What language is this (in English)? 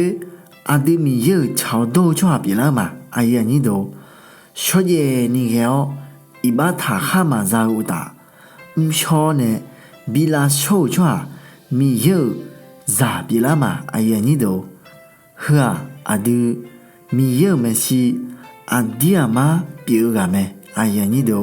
Akha